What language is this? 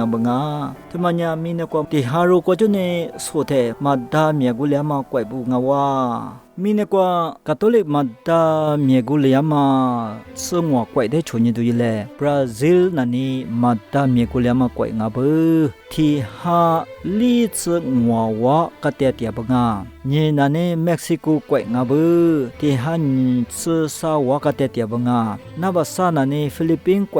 Lisu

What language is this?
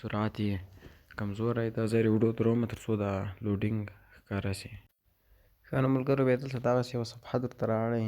Pashto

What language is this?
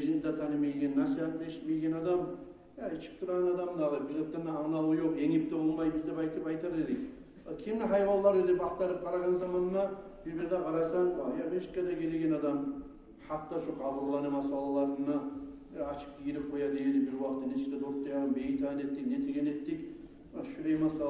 Kumyk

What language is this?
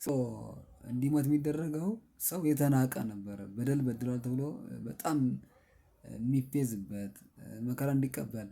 Amharic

